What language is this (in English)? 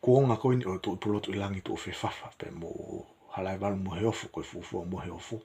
Tongan